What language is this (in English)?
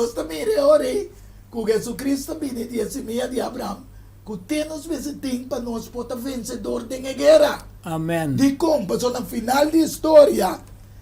Papiamento